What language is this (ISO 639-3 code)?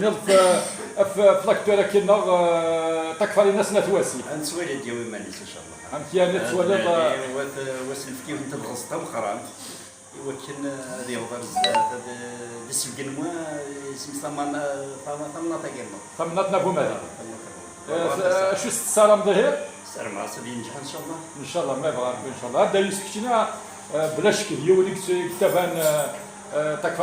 kab